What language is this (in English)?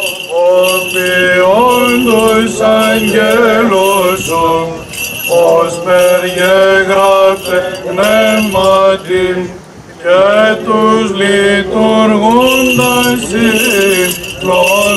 Greek